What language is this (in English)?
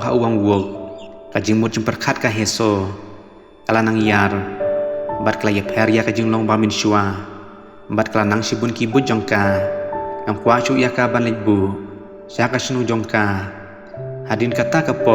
Khasi